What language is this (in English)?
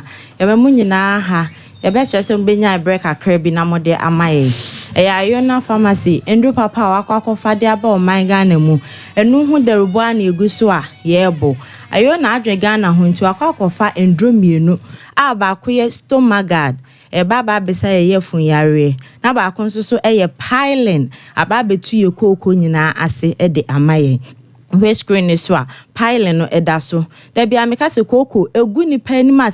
Akan